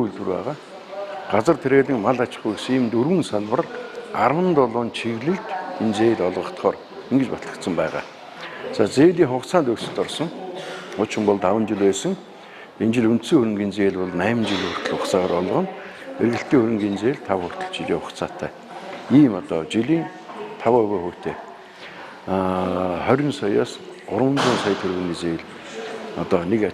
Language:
Mongolian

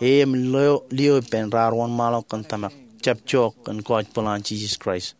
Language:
Marshallese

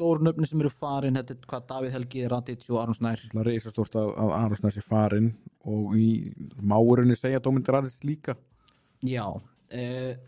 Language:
Icelandic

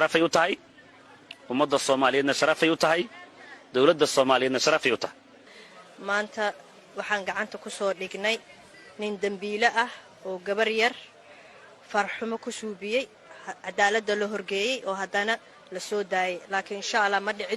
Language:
Somali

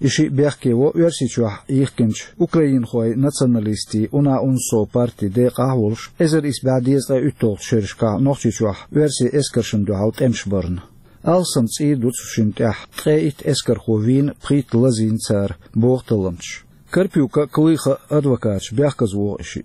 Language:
Chechen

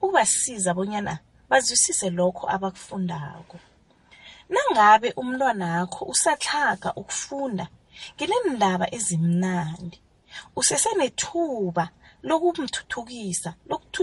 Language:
South Ndebele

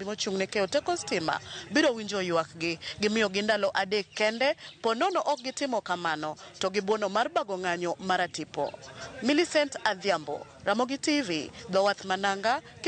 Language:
Luo (Kenya and Tanzania)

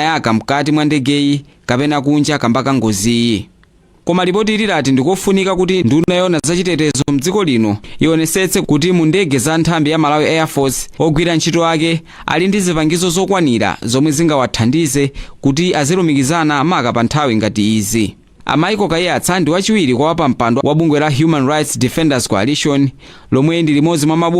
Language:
Nyanja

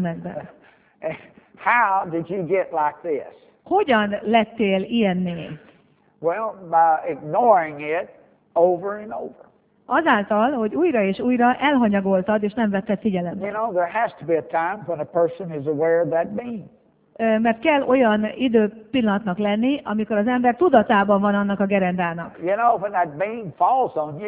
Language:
Hungarian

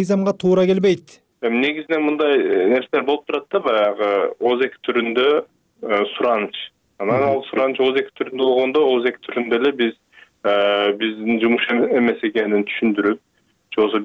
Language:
Kyrgyz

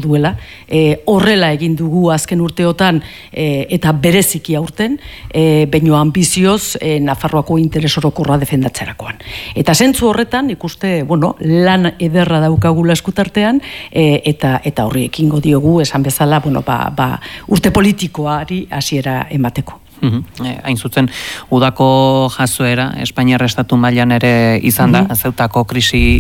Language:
Basque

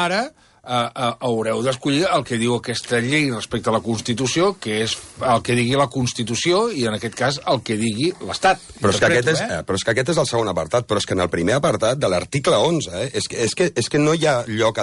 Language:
Catalan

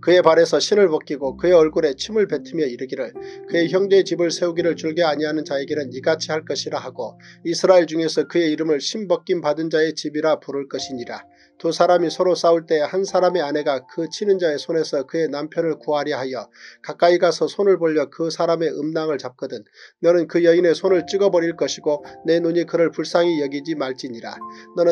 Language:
Korean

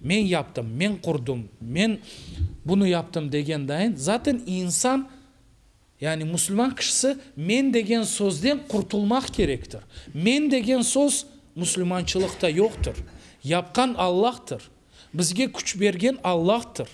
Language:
Crimean Tatar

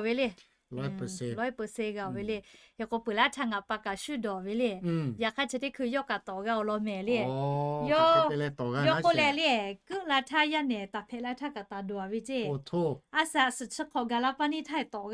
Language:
Lahu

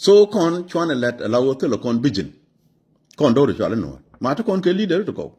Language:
Nuer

